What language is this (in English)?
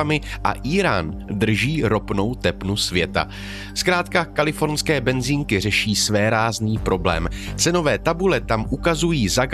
Czech